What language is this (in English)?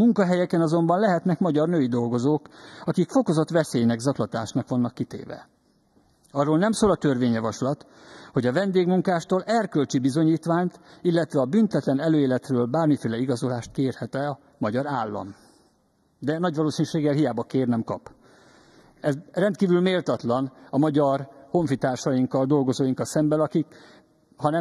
Hungarian